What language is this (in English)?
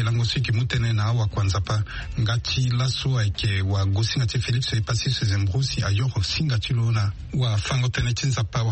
Sango